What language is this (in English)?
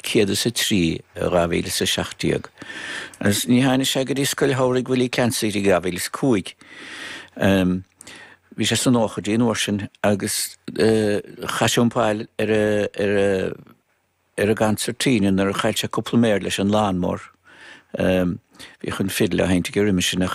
Irish